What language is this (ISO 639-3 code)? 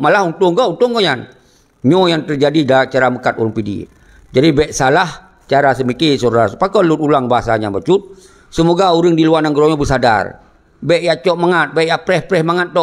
ace